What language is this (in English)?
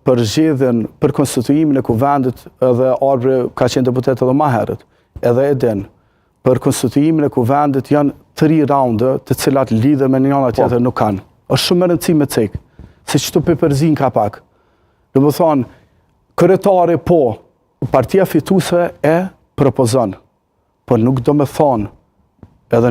Albanian